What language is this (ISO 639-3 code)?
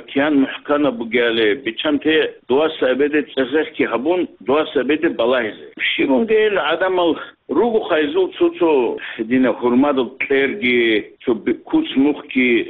ava